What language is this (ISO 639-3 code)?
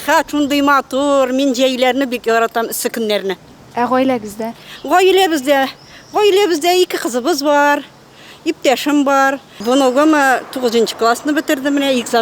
tat